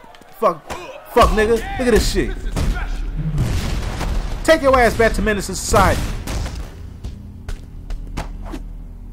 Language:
English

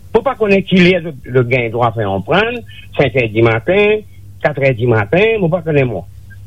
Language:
Morisyen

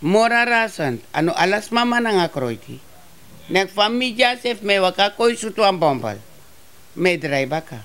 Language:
Sranan Tongo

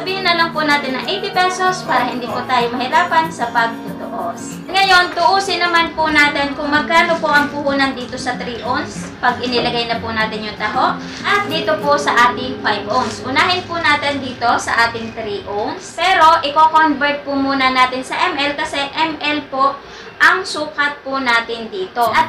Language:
Filipino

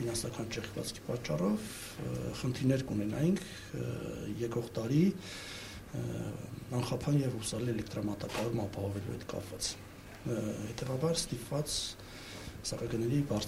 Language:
Armenian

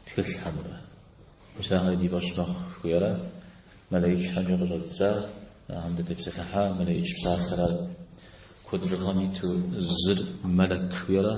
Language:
Kabardian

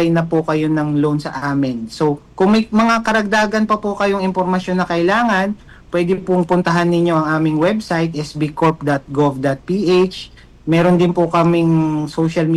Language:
Filipino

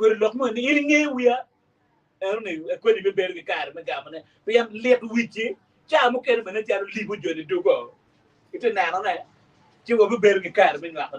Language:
Acoli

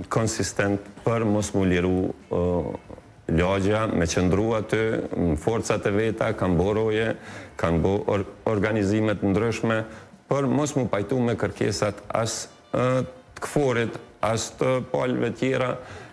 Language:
Albanian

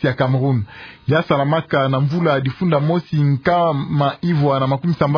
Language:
Kituba (Democratic Republic of Congo)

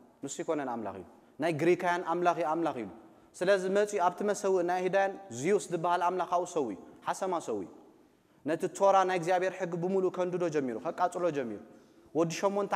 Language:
Tigrinya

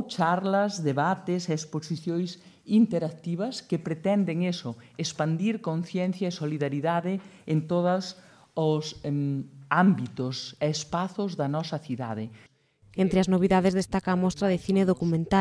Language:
Galician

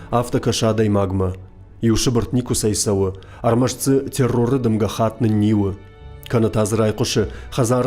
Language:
Ossetic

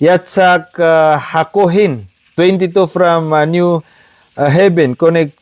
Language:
Maranao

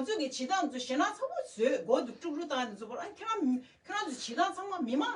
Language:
Tibetan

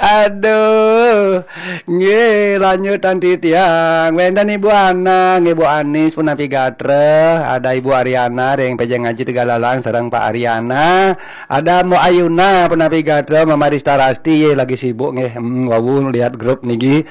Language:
Balinese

